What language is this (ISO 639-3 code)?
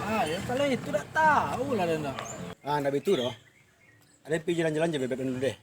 min